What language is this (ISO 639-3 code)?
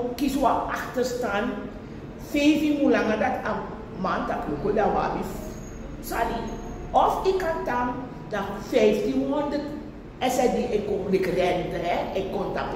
srn